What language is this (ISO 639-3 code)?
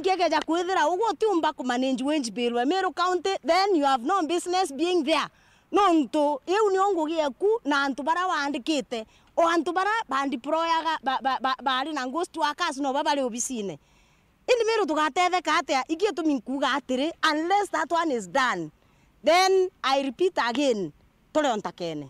mer